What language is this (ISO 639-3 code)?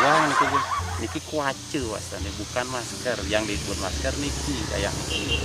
ban